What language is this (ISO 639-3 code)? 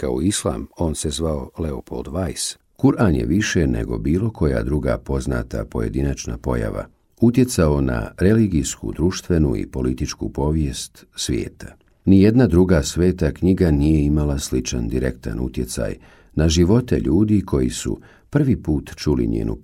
bos